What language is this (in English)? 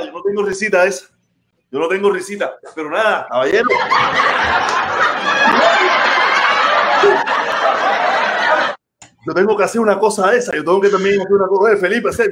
Spanish